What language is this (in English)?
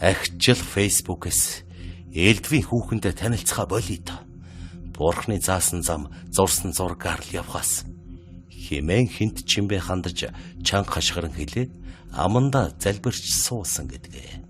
Mongolian